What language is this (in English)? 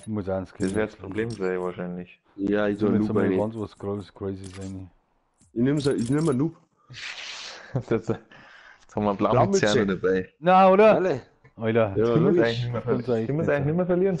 Bavarian